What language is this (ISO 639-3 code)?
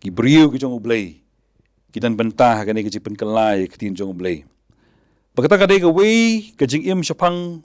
kha